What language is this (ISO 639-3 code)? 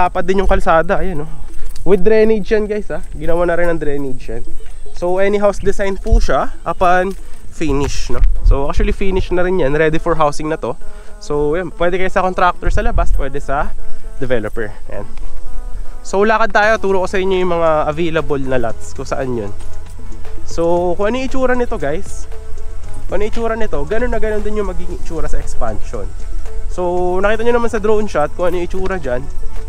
fil